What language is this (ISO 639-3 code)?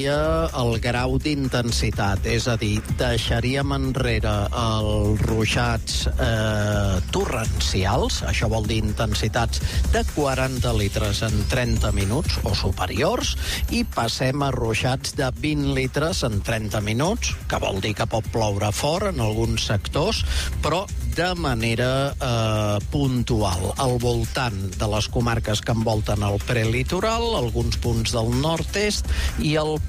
cat